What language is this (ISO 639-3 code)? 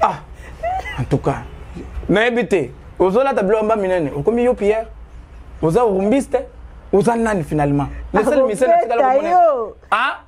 lin